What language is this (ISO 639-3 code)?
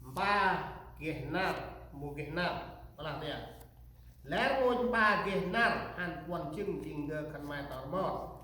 cmo